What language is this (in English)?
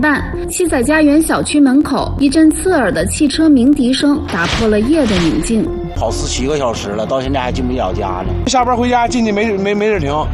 Chinese